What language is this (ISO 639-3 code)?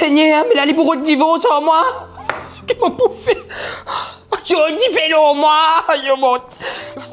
mfe